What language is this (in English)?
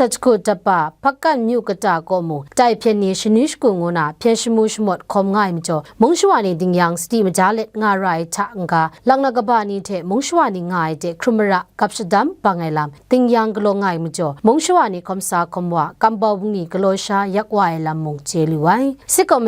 Kachin